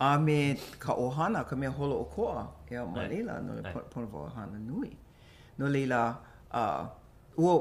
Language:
Hawaiian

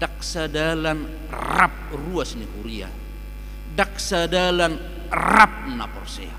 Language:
Batak Toba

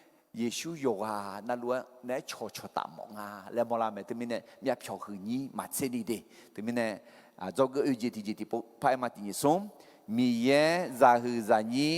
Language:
Akha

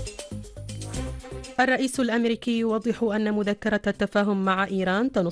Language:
Arabic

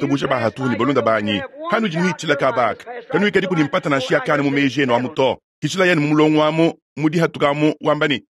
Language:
Luba-Lulua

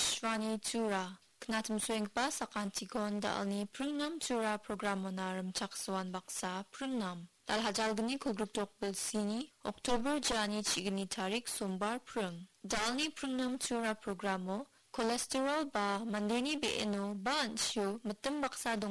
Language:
Garo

